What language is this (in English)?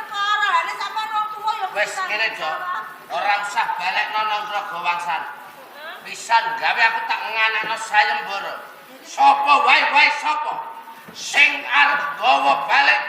Javanese